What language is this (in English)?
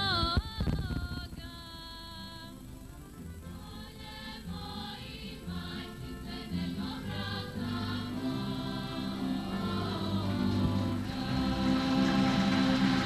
Serbian